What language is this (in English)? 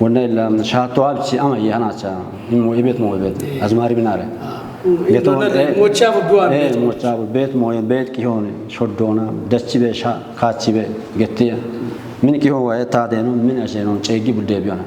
Kafa